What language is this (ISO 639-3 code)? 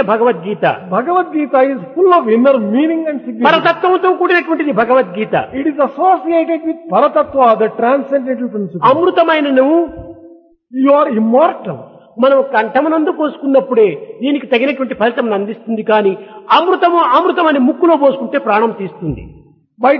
tel